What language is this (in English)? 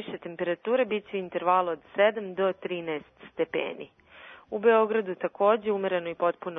Serbian